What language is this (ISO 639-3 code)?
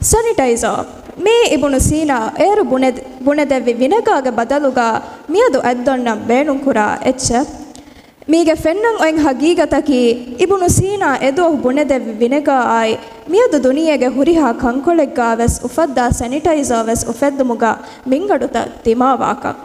div